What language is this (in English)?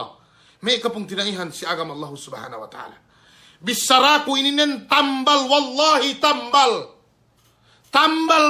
Yakan